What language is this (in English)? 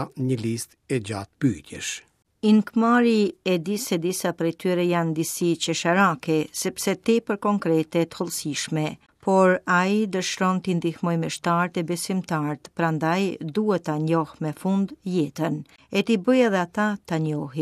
Albanian